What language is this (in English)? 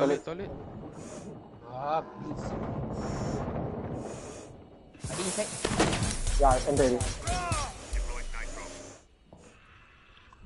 Malay